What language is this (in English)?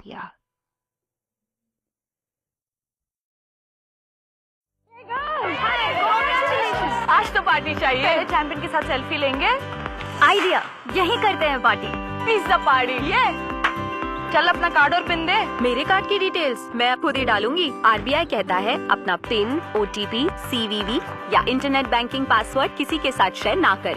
Hindi